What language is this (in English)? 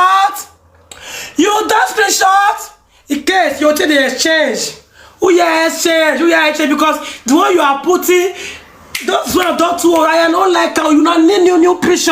Nigerian Pidgin